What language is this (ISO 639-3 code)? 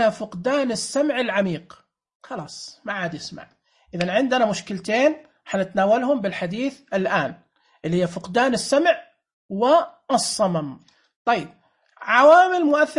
ars